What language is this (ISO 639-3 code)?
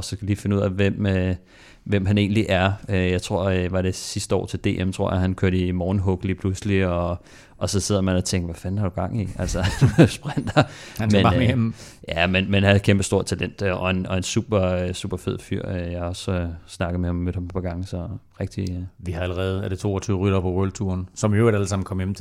dan